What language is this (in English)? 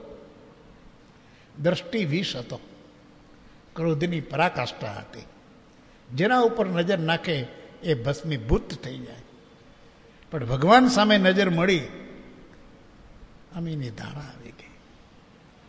Gujarati